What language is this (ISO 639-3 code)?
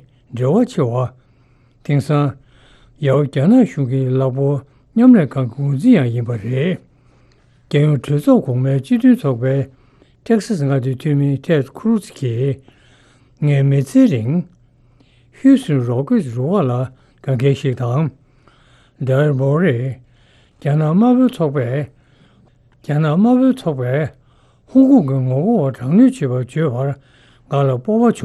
bod